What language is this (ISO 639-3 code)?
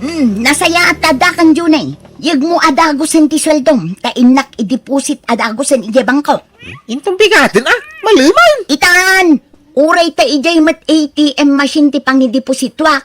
ilo